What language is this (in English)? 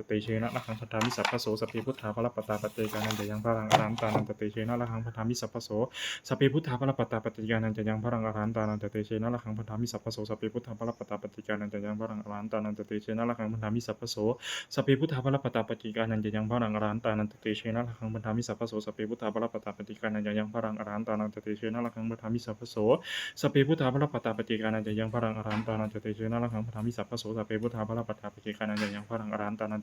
Pali